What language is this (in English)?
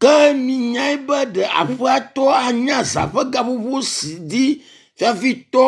Ewe